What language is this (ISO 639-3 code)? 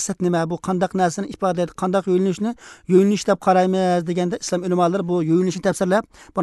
uzb